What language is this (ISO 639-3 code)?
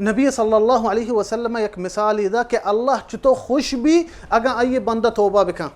bal